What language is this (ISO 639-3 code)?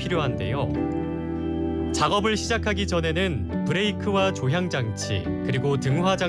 kor